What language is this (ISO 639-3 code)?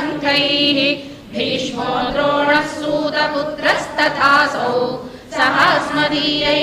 san